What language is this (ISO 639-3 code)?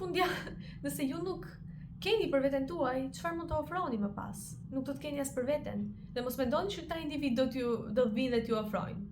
sqi